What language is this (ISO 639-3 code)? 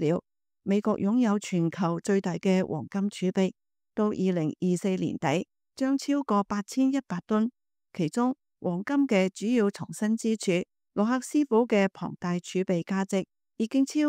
yue